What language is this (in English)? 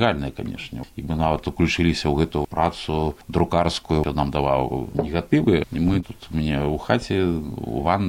Belarusian